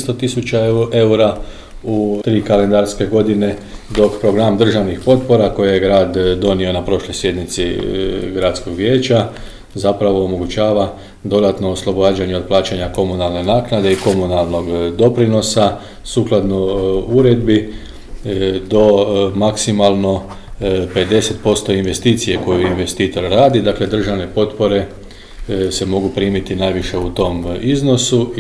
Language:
Croatian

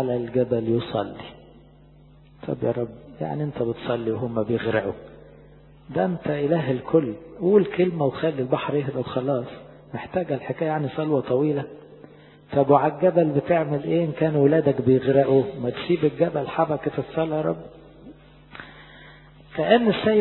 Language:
Egyptian Arabic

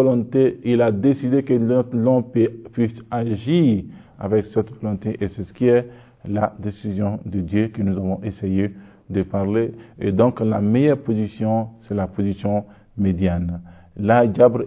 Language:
French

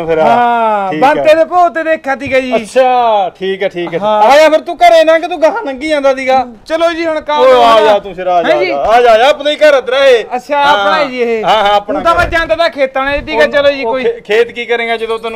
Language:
Punjabi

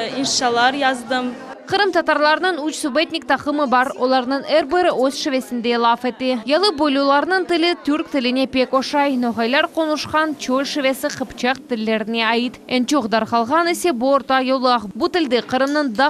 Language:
Crimean Tatar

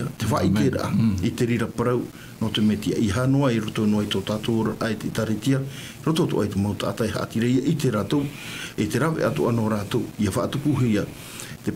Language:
Tahitian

